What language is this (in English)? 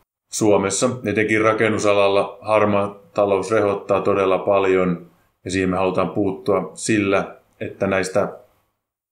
Finnish